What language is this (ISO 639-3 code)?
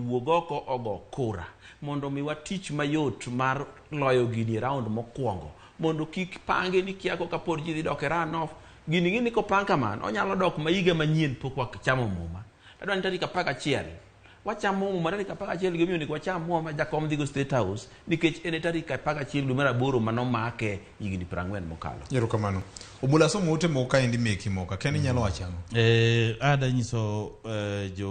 luo